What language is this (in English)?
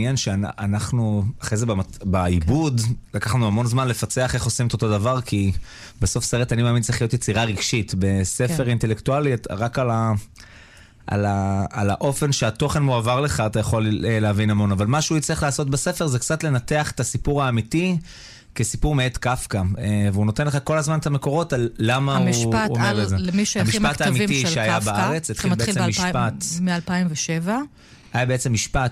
Hebrew